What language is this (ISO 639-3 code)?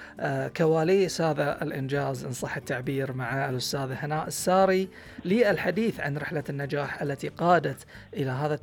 afb